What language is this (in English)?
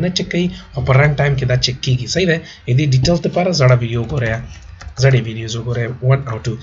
Pashto